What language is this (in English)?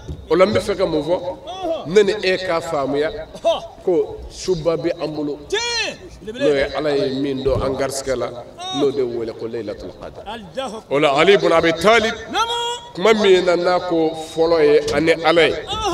Bambara